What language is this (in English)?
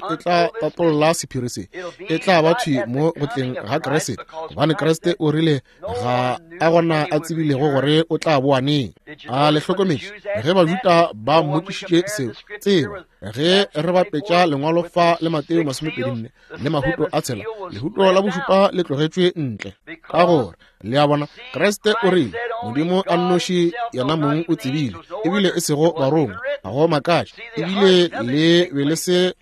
Northern Sotho